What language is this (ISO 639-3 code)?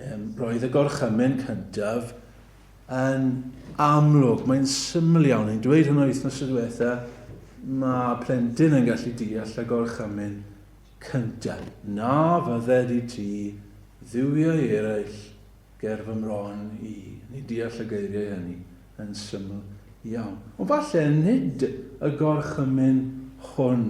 cym